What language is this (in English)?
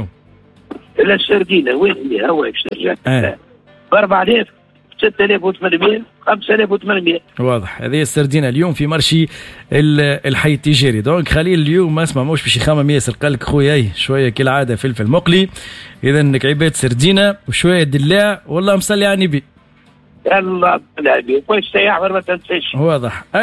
Tunisian Arabic